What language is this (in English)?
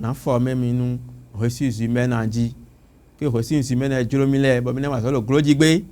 Fon